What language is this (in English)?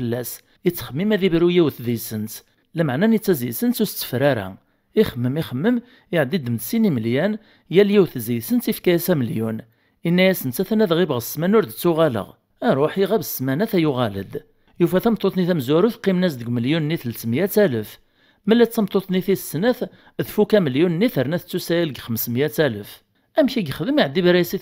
Kabyle